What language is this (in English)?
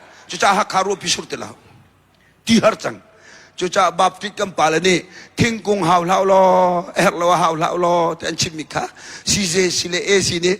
Hakha Chin